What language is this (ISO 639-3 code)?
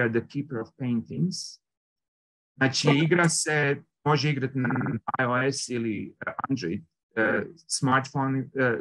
hrv